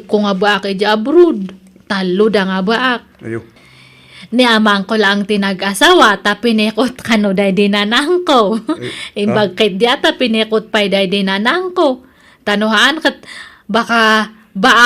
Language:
Iloko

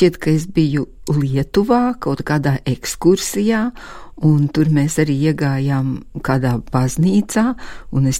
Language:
Latvian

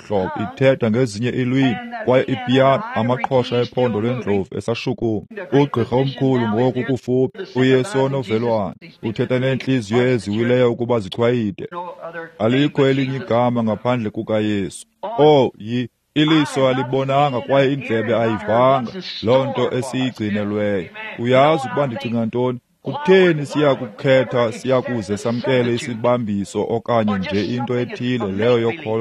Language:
Xhosa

